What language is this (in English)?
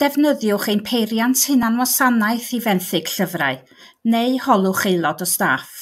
Welsh